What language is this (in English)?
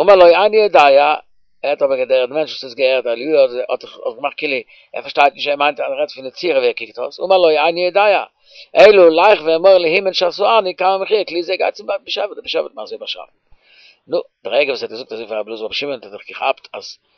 Yiddish